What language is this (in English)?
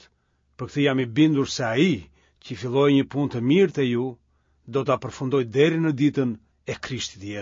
Albanian